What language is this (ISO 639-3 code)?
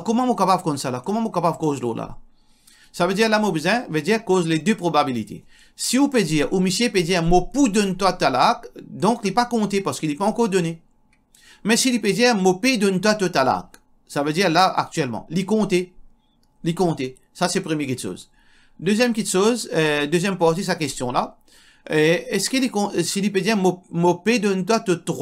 mfe